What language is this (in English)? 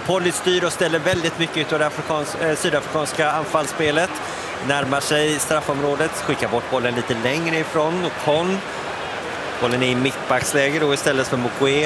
Swedish